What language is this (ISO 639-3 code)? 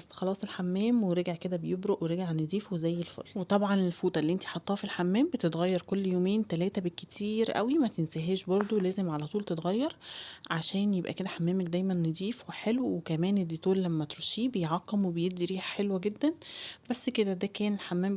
arz